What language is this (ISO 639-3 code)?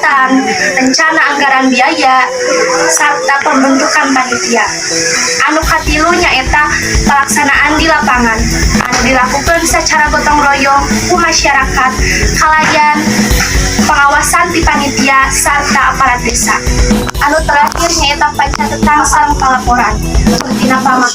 sun